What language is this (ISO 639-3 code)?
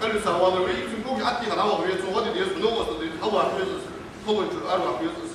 inh